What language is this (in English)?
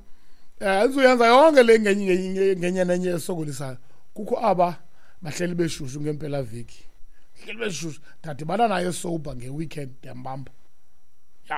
Xhosa